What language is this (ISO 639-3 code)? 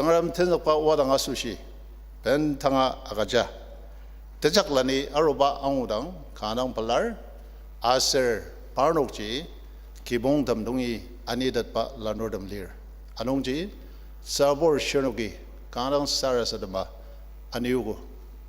njo